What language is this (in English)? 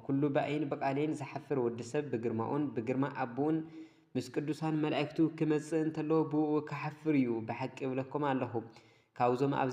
Tigrinya